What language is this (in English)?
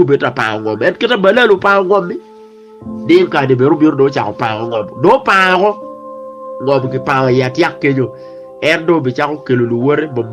Acoli